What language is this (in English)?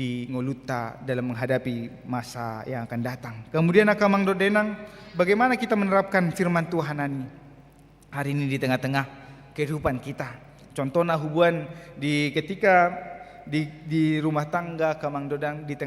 Batak Toba